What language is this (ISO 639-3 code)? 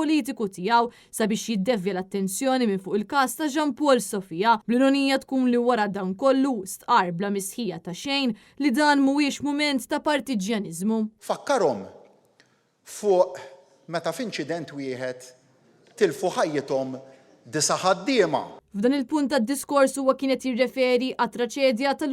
mlt